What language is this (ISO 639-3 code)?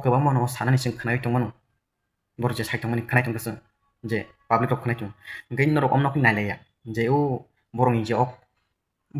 trp